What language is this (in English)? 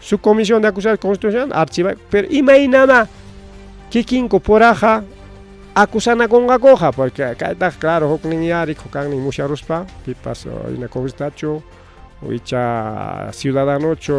Ayacucho Quechua